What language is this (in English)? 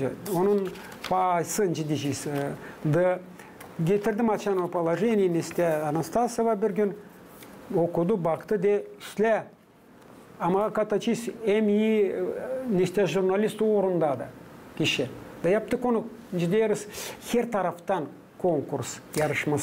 Gagauz